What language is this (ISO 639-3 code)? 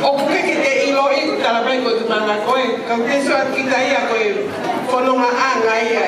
ton